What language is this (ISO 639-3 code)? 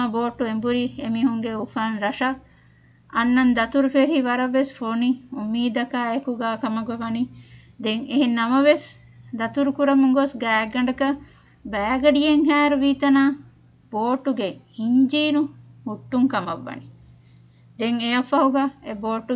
div